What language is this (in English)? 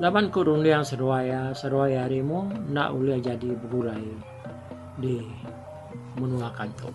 Iban